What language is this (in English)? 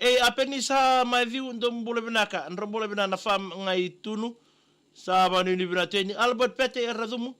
Fijian